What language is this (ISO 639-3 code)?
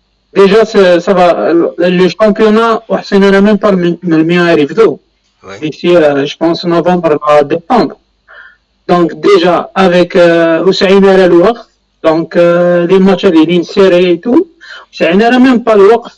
kab